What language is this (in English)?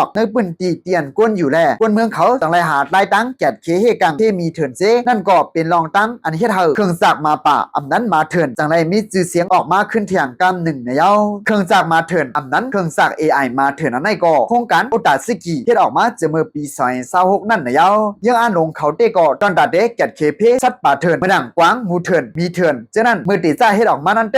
Shan